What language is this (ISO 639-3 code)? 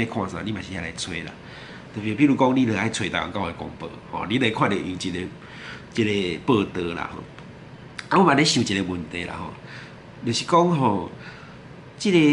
nan